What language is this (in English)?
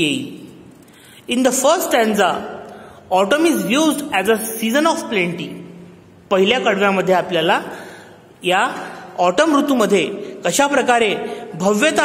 Marathi